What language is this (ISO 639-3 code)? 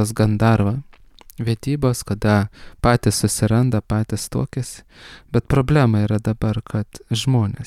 lit